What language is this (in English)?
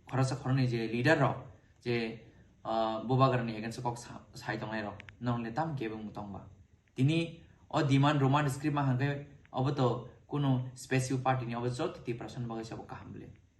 Kok Borok